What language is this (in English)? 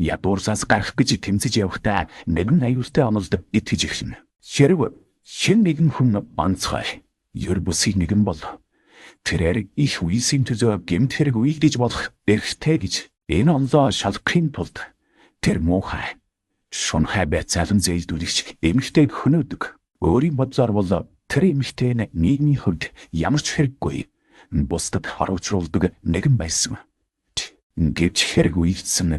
Mongolian